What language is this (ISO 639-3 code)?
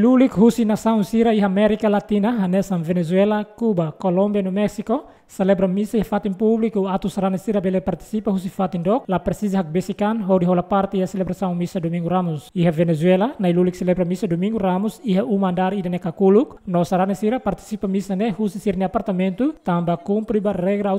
tet